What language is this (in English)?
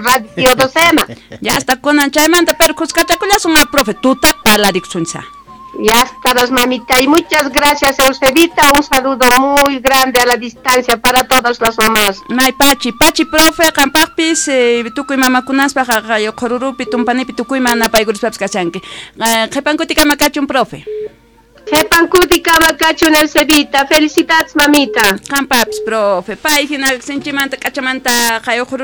South Bolivian Quechua